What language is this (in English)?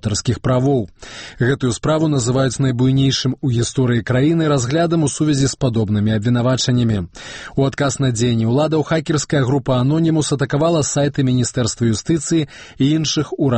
Belarusian